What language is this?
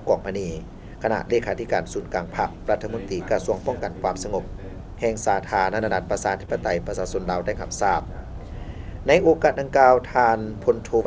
Lao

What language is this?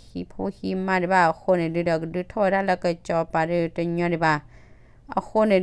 S'gaw Karen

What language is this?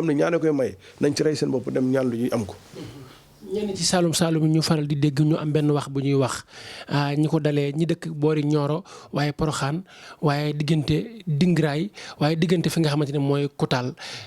Wolof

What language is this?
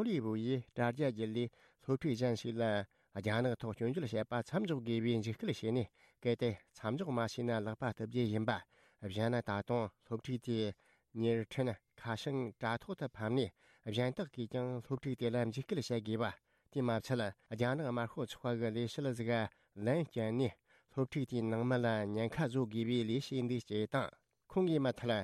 Tibetan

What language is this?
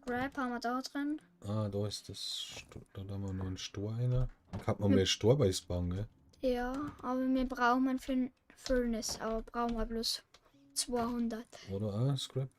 Bavarian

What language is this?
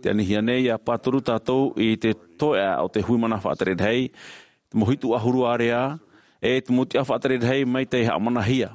Tahitian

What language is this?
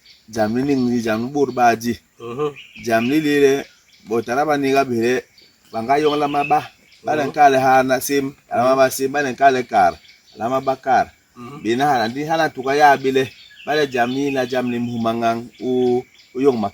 Basaa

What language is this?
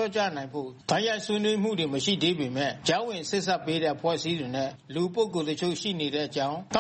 Burmese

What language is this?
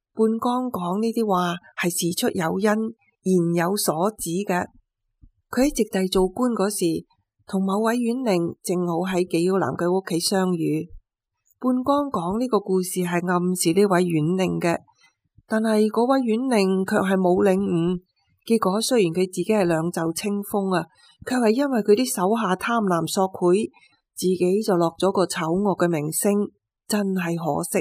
Cantonese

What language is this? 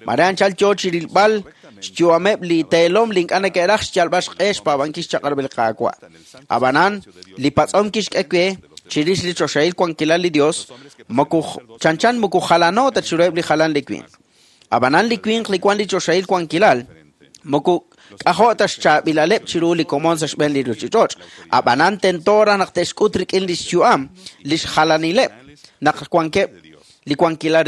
Kekchí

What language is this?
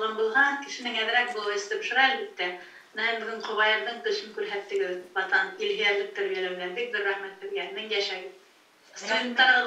Bashkir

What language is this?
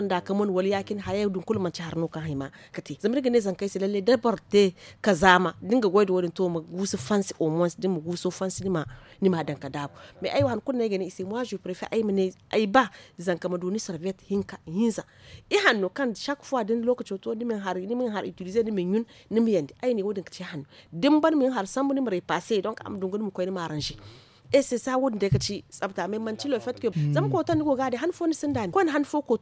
Zarma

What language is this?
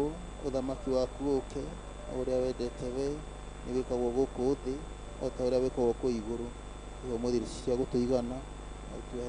Kikuyu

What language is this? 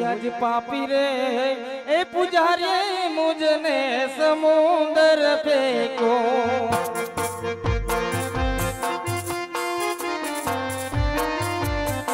Gujarati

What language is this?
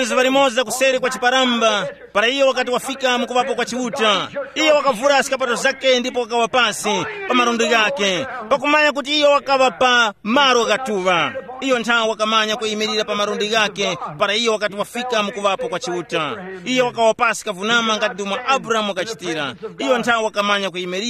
Tumbuka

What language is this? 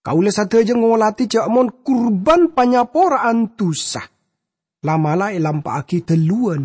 Madurese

